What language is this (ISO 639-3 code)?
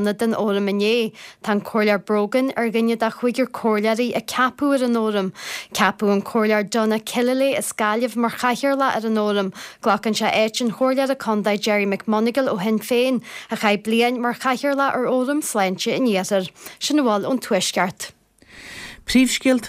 gle